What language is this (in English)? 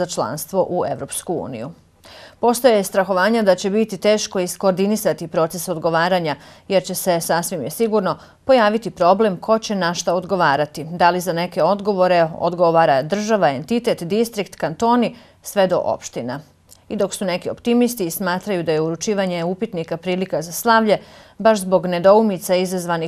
Bosnian